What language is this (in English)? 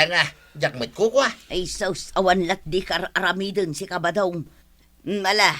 Iloko